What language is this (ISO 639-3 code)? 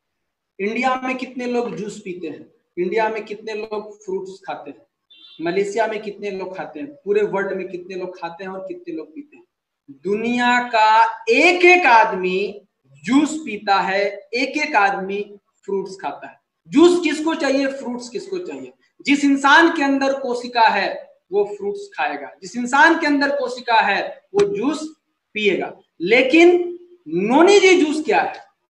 hin